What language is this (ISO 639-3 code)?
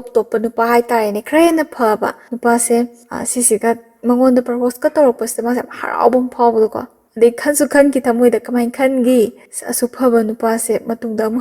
mni